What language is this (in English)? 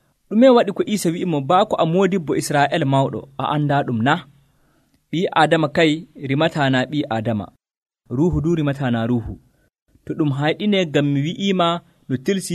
Nigerian Fulfulde